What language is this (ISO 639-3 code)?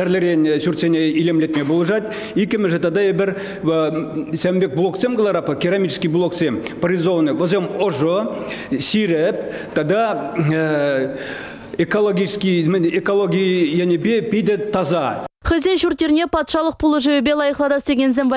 chv